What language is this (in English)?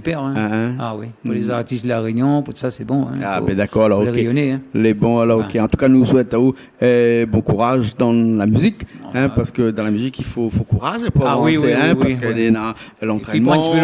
Réunion Creole French